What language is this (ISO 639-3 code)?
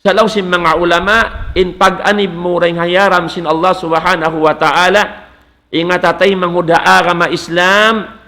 tsg